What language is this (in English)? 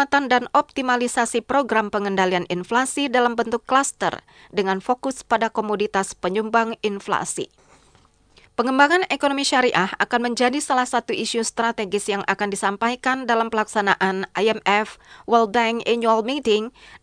Indonesian